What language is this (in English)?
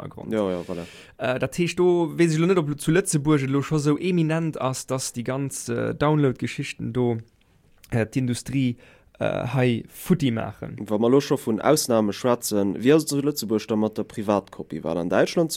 Luxembourgish